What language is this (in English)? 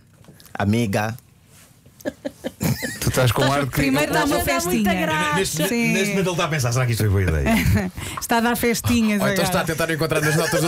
Portuguese